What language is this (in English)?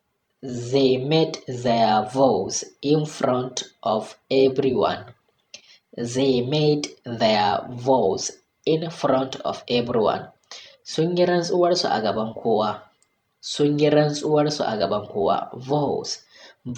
Hausa